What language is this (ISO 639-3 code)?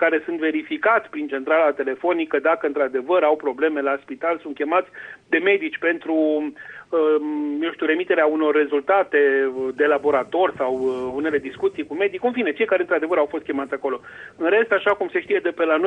ron